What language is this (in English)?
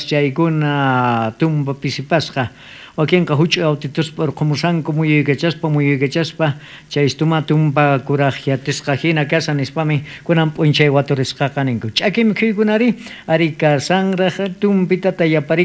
South Bolivian Quechua